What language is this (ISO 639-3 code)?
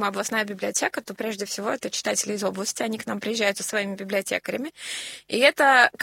rus